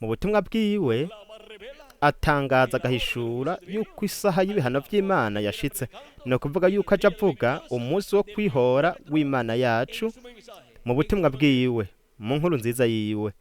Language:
Rundi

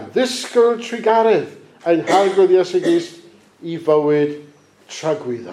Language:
Welsh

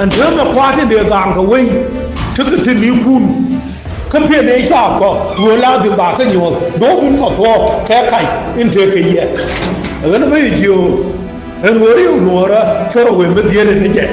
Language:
Nuer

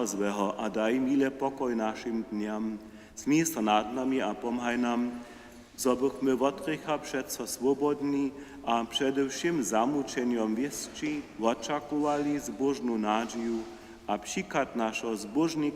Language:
Upper Sorbian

